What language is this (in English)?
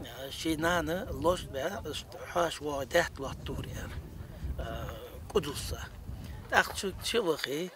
Ingush